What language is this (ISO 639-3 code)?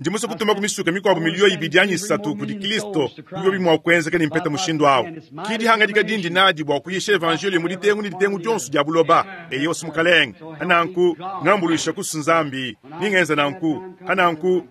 lua